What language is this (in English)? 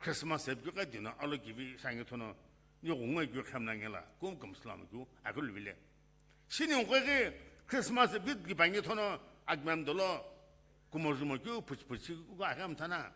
Sumi Naga